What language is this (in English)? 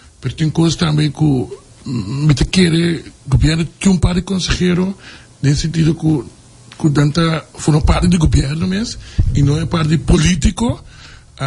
Papiamento